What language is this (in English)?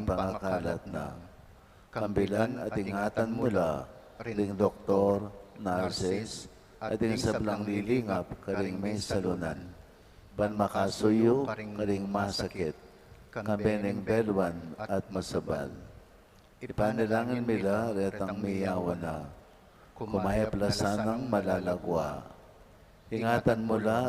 Pampanga